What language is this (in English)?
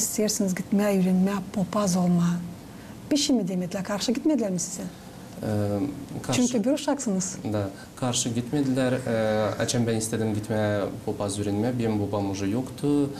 Gagauz